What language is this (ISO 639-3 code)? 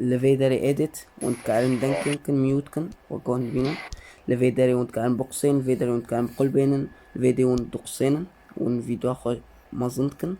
kur